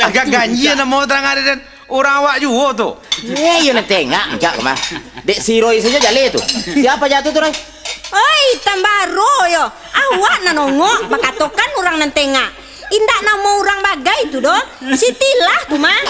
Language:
Minangkabau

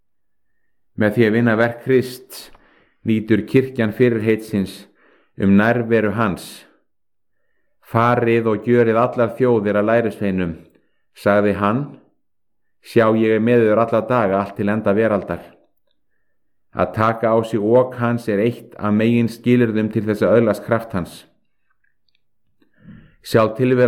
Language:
Icelandic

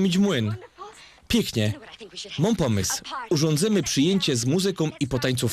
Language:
Silesian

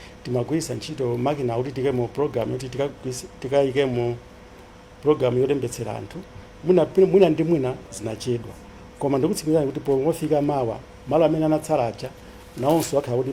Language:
Nyanja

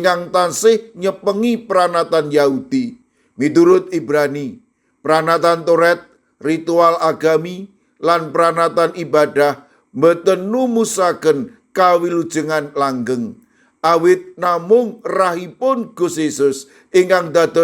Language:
Javanese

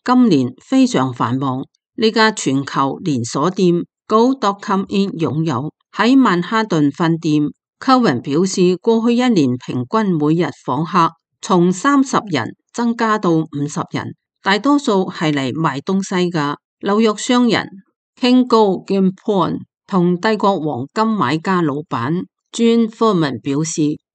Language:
Cantonese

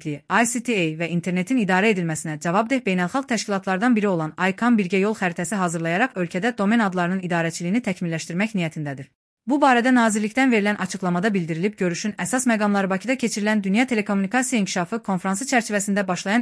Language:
Azerbaijani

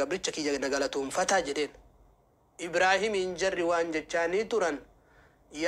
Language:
Oromo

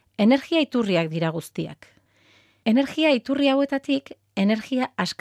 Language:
Basque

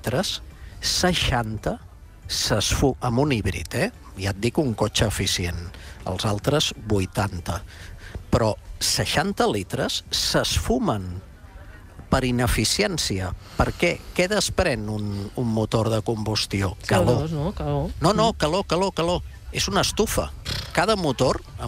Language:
Catalan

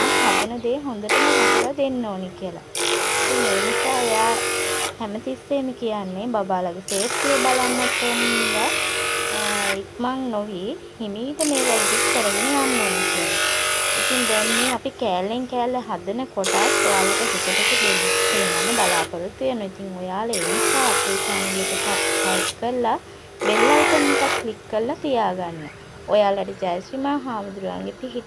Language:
Sinhala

